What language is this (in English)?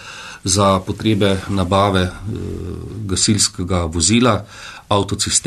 Slovenian